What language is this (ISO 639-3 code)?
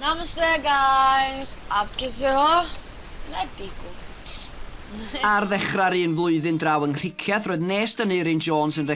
cym